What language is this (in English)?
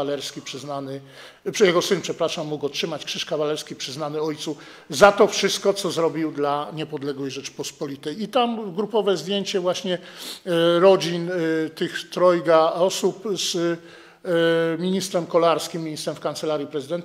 Polish